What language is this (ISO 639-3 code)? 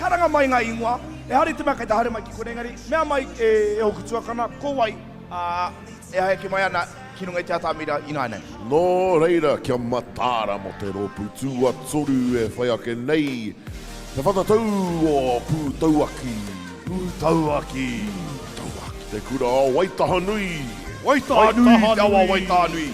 mri